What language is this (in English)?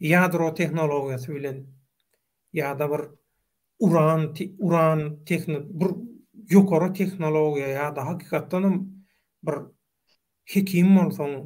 Turkmen